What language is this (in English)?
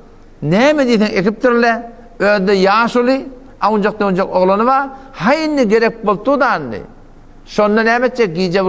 Turkmen